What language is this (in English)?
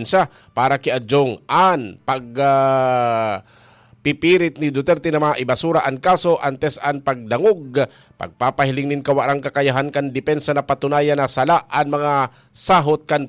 Bikol